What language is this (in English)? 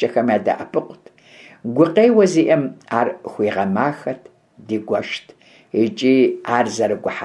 Kabardian